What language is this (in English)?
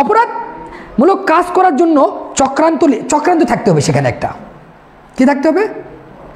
Bangla